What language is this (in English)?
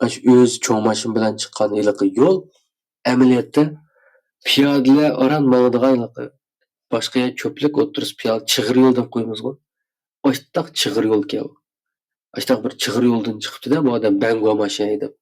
Uyghur